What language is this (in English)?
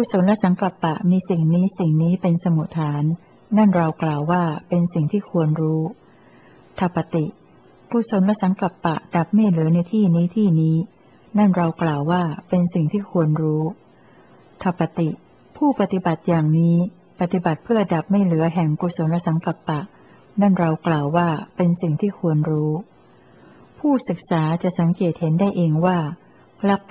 Thai